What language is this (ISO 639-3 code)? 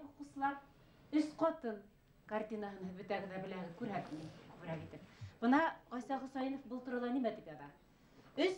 bak